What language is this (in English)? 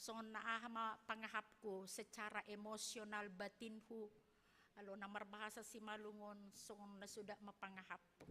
Batak Simalungun